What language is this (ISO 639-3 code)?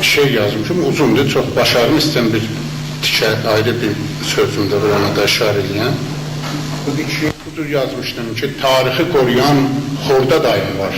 azb